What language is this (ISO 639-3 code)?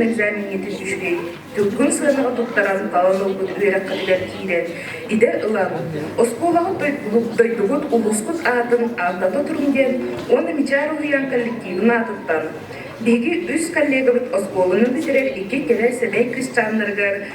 sah